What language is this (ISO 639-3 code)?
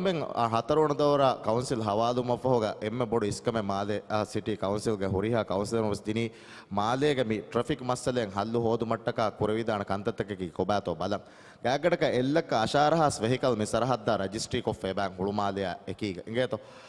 div